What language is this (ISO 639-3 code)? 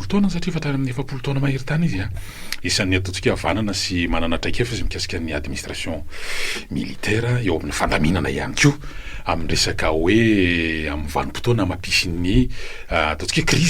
mlg